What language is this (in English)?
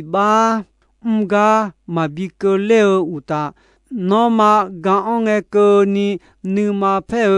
Akha